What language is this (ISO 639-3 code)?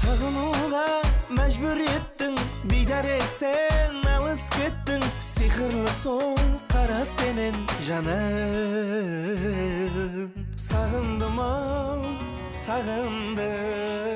kaa